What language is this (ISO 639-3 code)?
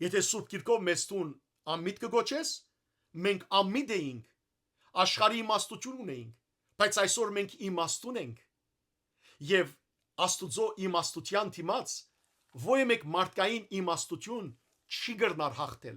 hyw